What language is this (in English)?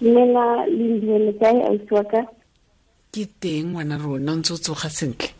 Southern Sotho